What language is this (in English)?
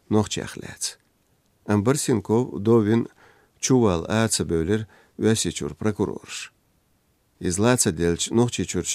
Chechen